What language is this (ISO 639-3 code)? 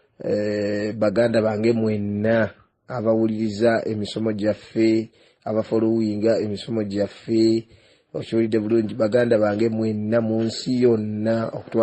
lug